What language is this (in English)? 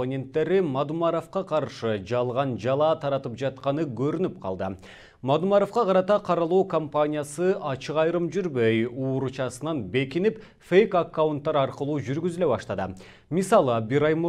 Kyrgyz